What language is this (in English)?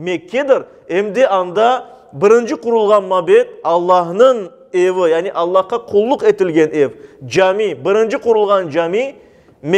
Crimean Tatar